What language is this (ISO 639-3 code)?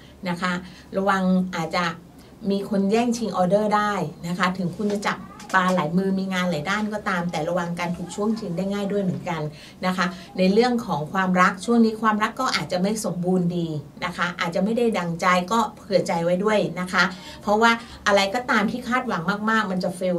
tha